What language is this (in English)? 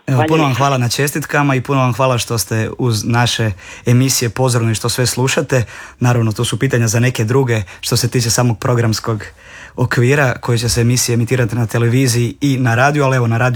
Croatian